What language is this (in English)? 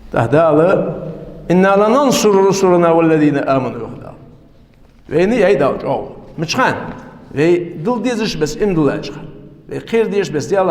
Ingush